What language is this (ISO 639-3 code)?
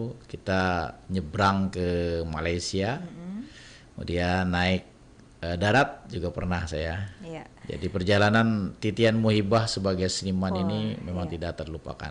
bjn